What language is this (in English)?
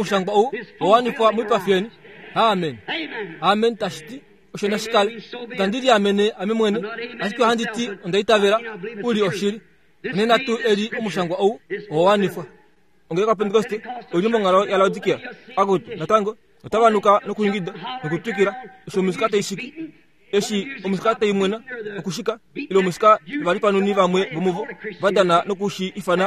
Kuanyama